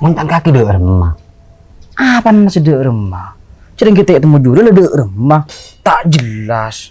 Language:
Madurese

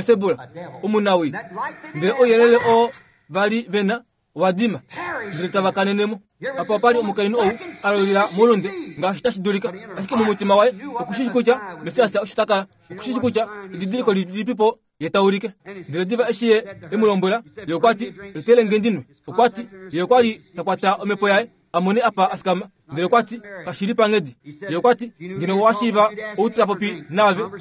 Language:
Kuanyama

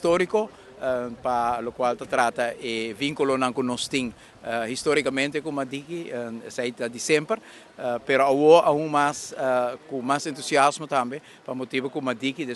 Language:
Papiamento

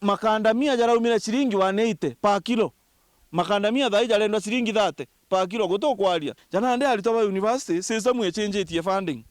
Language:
Meru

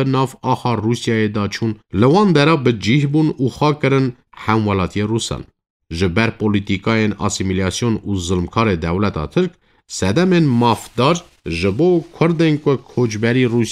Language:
Kurdish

